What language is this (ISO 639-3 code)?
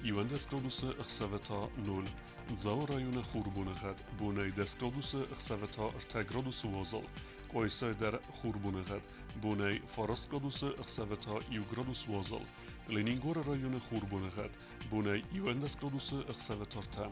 oss